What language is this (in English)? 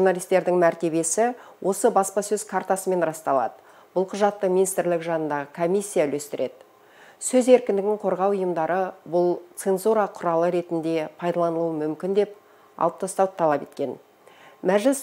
Kazakh